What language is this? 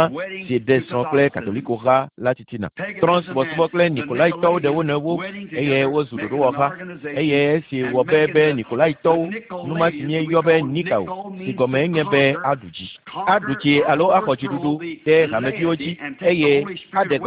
Ewe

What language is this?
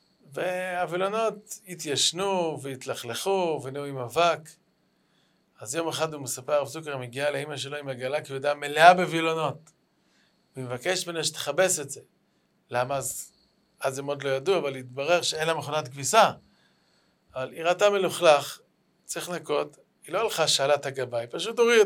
Hebrew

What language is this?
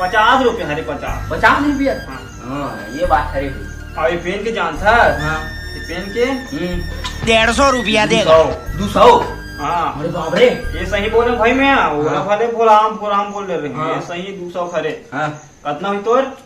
Chhattisgarhi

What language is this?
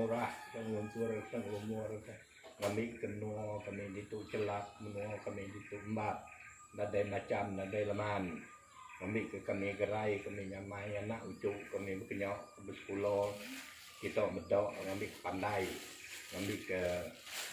Iban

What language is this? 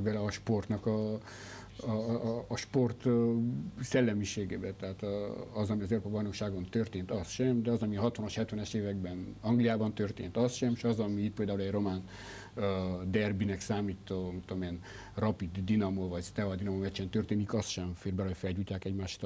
Hungarian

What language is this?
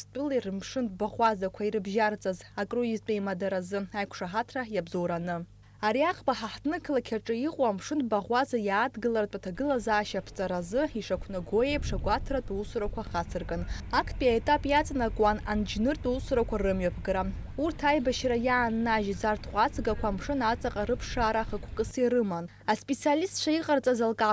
Abkhazian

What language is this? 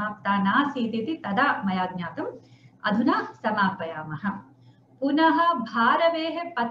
Sanskrit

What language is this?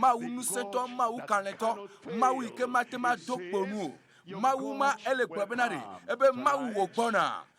Ewe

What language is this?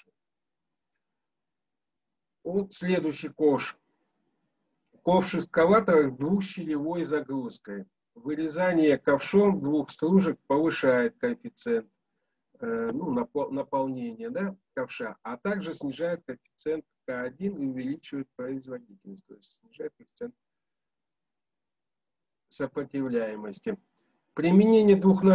Russian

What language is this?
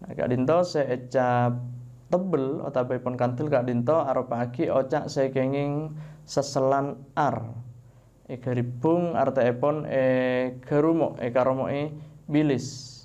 Madurese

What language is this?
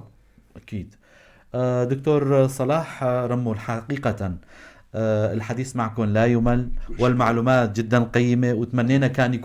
North Levantine Arabic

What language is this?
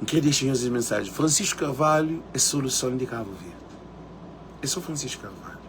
Kabuverdianu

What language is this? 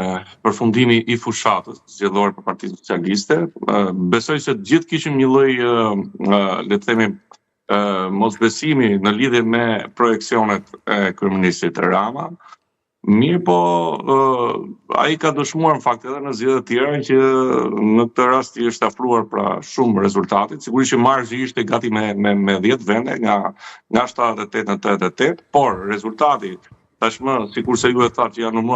Albanian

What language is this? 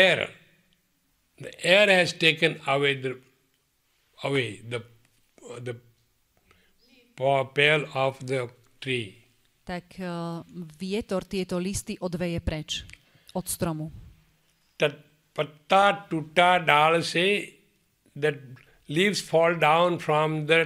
Slovak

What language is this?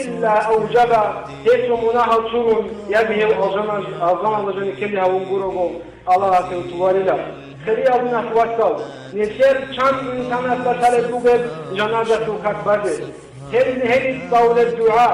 Avaric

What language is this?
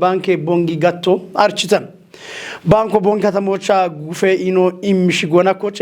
Kafa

